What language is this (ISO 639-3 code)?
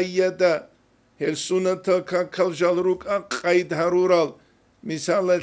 ava